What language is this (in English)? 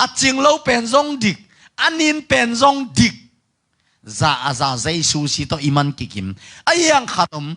Tedim Chin